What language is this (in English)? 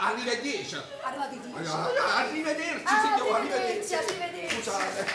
Neapolitan